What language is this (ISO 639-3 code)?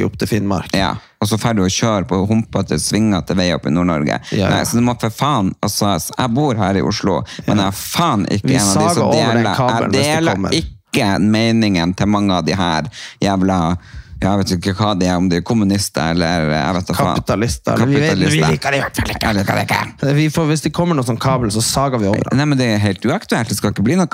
nor